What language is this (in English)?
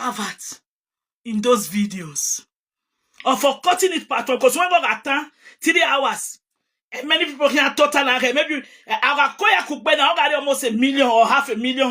Nigerian Pidgin